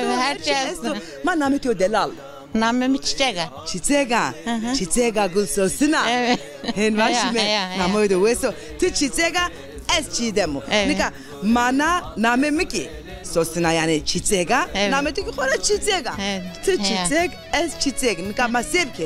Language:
Zaza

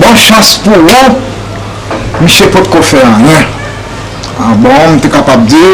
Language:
Haitian Creole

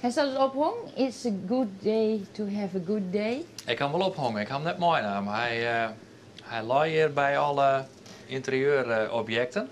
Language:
Western Frisian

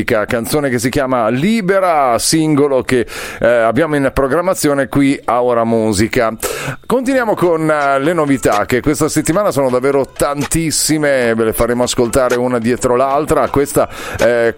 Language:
Italian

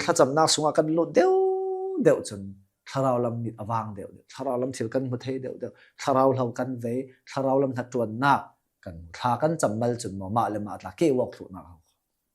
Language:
Hakha Chin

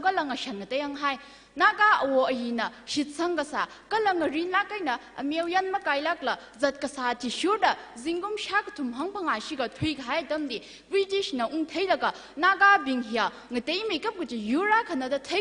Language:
Tangkhul Naga (India)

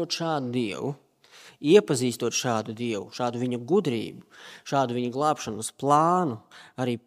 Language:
Latvian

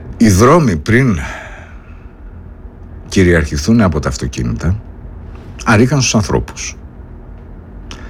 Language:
Greek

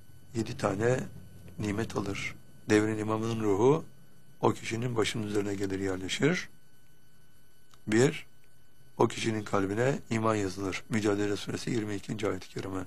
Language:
Turkish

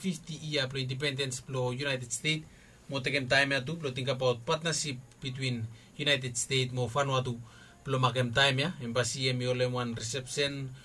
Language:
Bislama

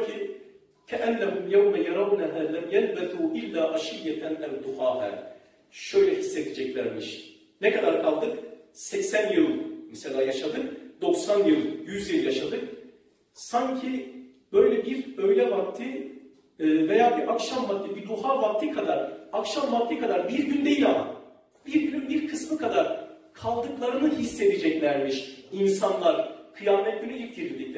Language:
Turkish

